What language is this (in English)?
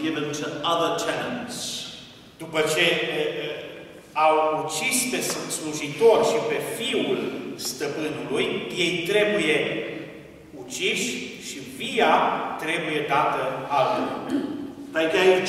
Romanian